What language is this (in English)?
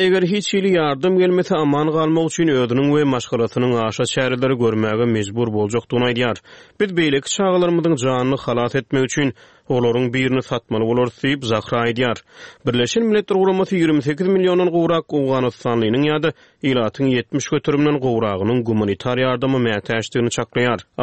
Turkmen